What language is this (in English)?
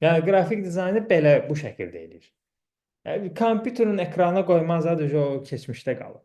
Azerbaijani